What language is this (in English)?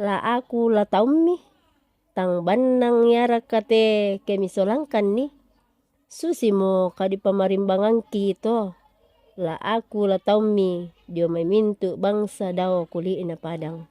Toraja-Sa'dan